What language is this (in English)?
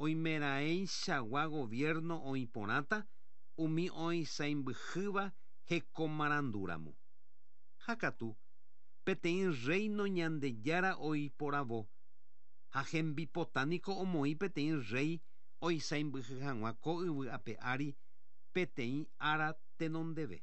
Guarani